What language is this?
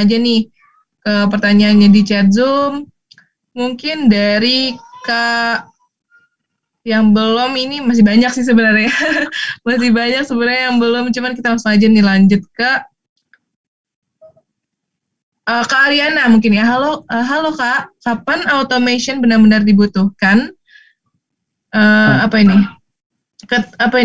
Indonesian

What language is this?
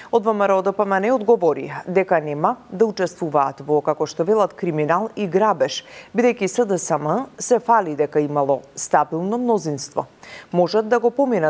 Macedonian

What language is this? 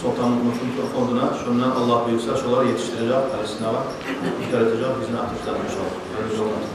Kumyk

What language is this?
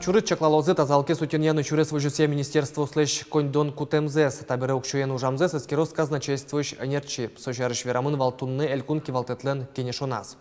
Udmurt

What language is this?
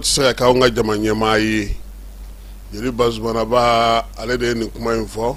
Bambara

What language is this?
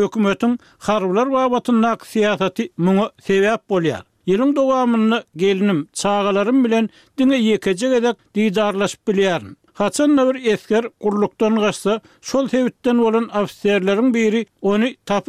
Turkmen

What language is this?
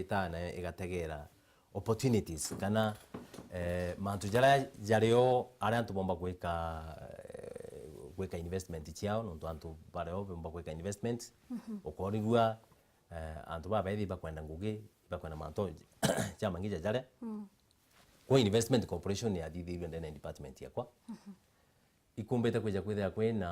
Meru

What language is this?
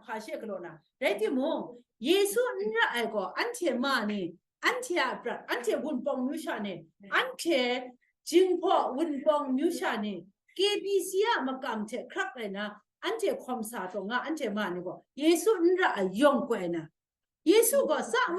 Kachin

